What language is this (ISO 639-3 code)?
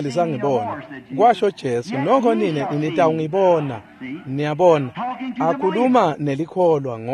ssw